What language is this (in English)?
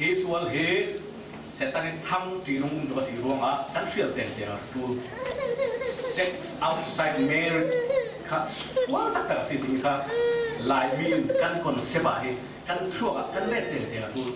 Falam Chin